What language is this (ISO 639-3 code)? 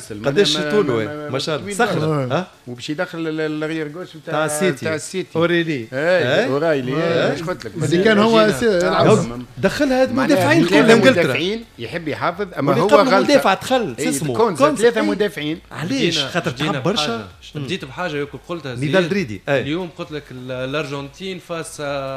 aeb